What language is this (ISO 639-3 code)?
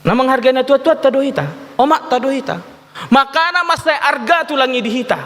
bbc